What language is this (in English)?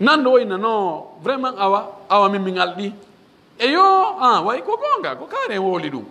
Pular